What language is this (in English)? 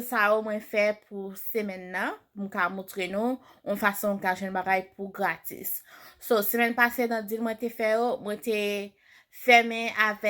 Haitian Creole